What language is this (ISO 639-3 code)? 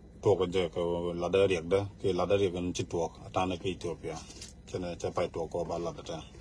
nus